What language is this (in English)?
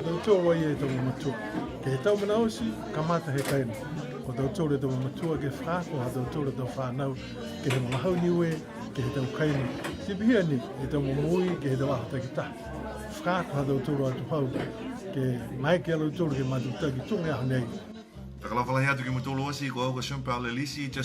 Niuean